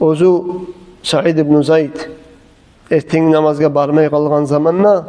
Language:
Kumyk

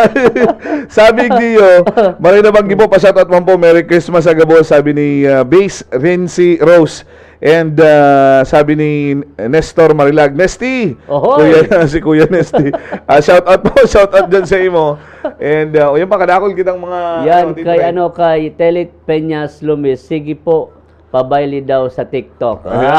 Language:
Bikol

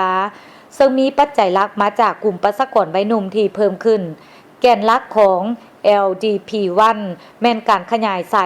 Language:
Lao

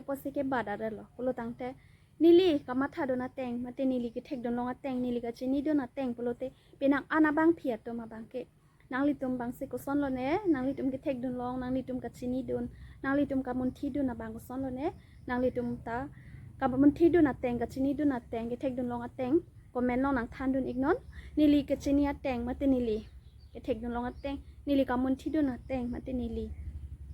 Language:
Karbi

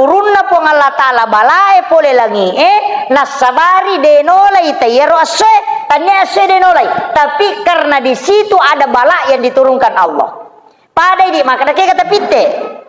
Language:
Buginese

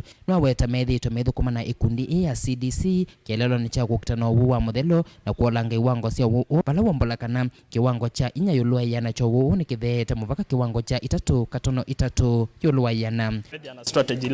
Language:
Kamba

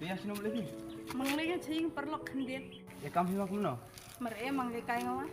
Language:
Khasi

